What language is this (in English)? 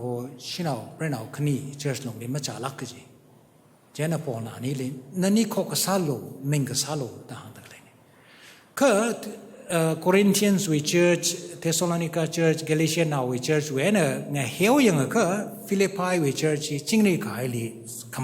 Tangkhul Naga (India)